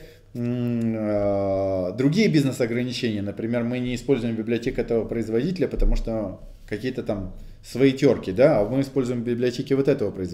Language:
Russian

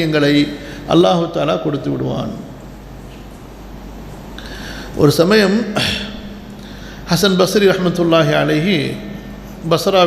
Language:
Tamil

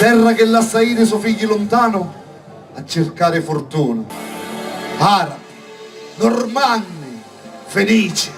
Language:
Sicilian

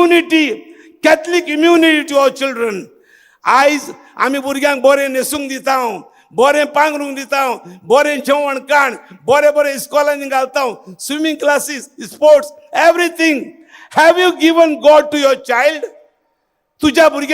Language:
Konkani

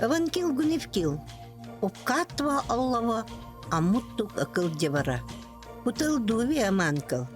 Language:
Yakut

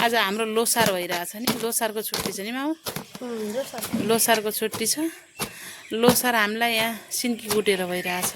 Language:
Nepali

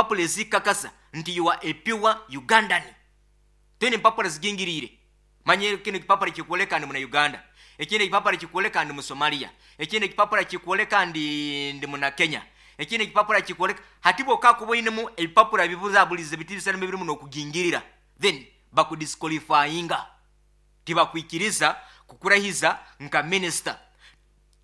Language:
Nyoro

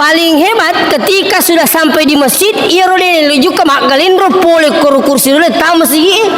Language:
Buginese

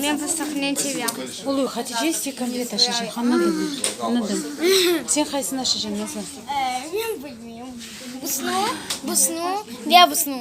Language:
Crimean Tatar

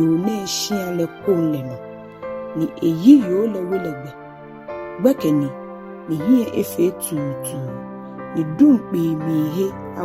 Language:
Ga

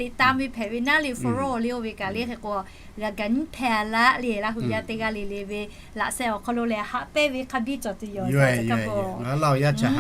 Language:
Lahu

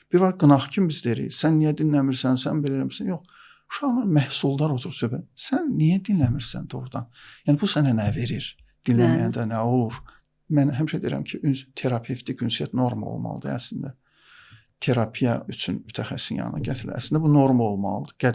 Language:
Azerbaijani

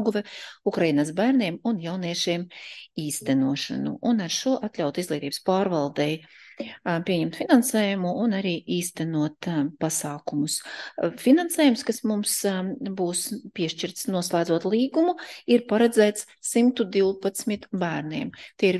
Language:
Latvian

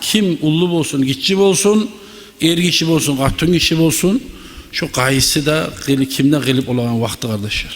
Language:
Kumyk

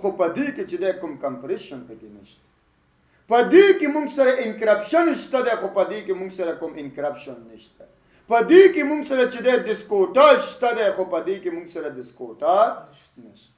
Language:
Pashto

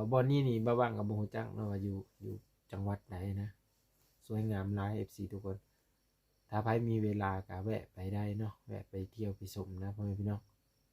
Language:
Lao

